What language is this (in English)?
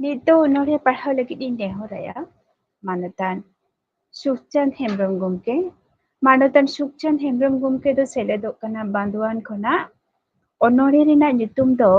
Santali